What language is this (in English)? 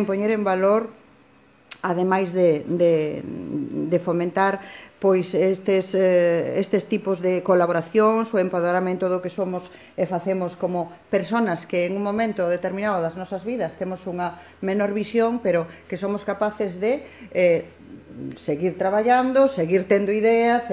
Galician